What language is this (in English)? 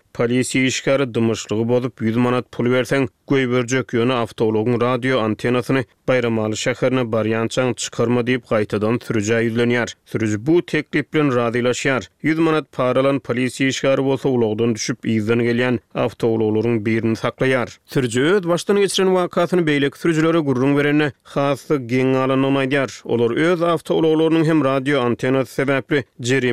Turkmen